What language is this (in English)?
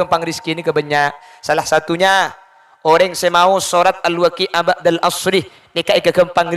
Madurese